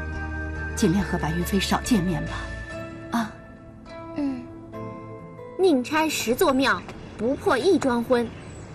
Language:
Chinese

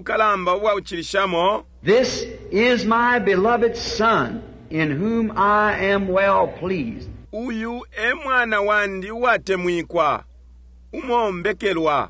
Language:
Bemba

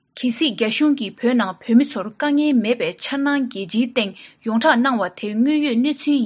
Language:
Tibetan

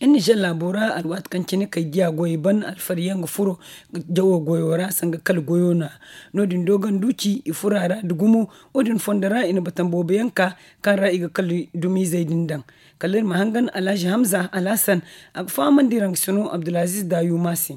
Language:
Zarma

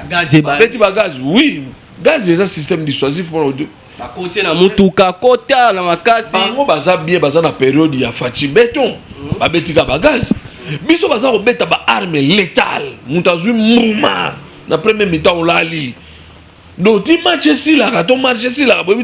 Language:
Lingala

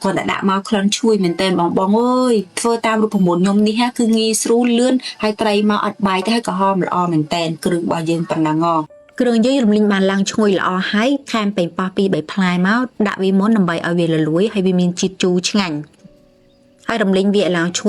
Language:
Khmer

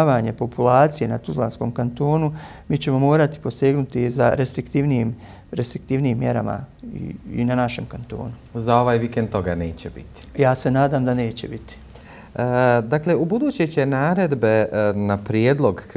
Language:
Bosnian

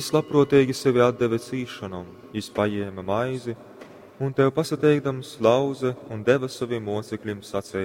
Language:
Latgalian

